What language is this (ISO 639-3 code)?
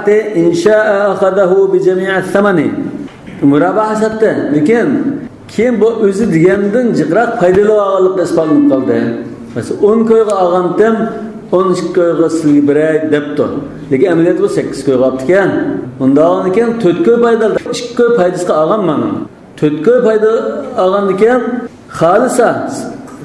uig